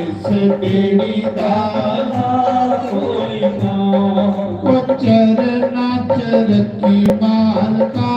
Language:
Dogri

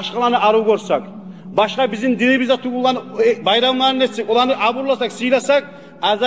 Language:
Kumyk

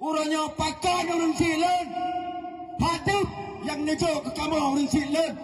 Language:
Achinese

